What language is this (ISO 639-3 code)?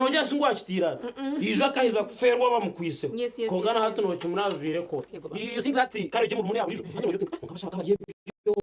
nyn